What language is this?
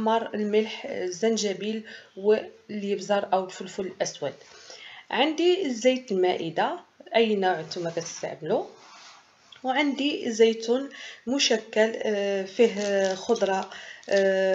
Moroccan Arabic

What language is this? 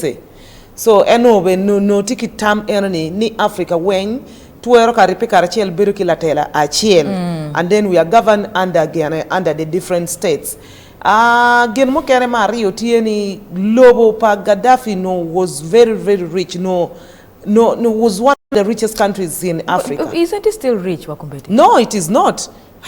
Acoli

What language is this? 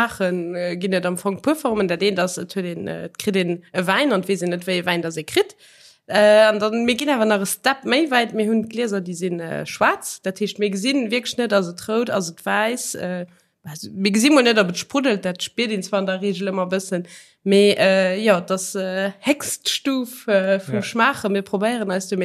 Luxembourgish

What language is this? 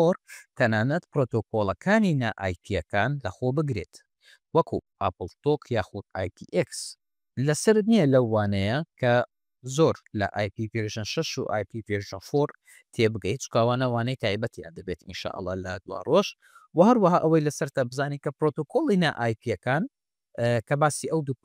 Central Kurdish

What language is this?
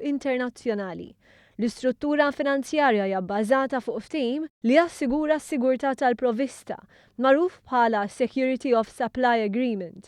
Maltese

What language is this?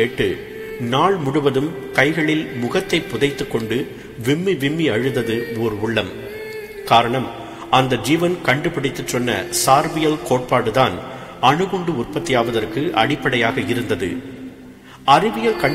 Tamil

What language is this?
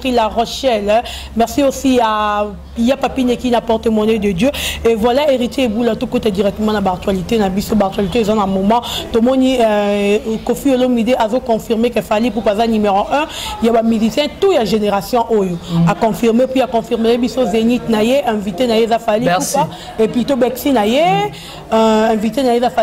Lingala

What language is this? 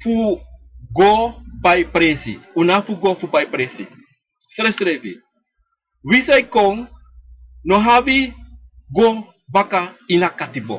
Sranan Tongo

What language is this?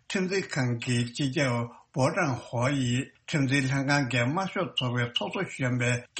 Tibetan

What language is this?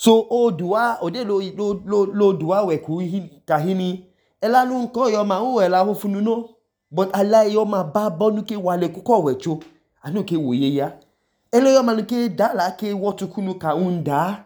Idoma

